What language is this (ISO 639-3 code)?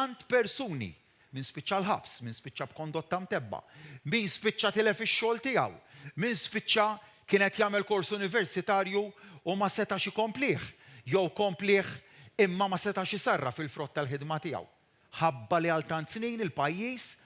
mlt